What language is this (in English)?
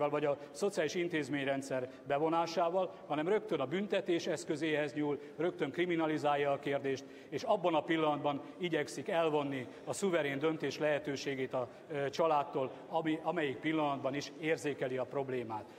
Hungarian